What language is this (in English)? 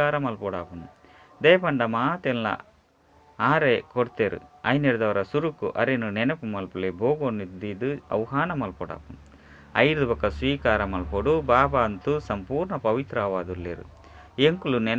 Tulu